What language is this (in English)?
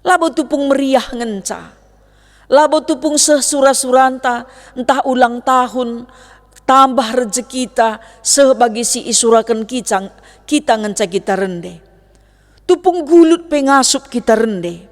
Batak Karo